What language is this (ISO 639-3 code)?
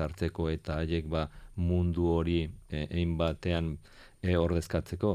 eus